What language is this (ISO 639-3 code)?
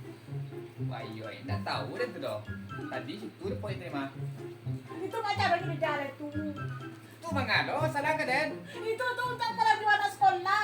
min